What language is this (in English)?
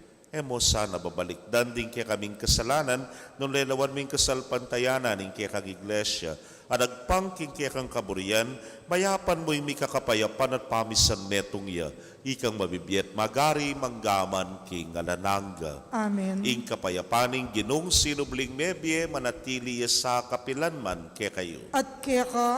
Pampanga